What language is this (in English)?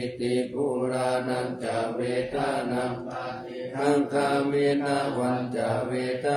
Pali